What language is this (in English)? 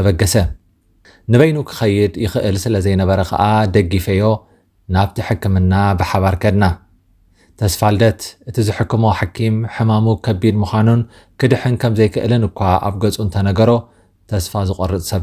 Tigrinya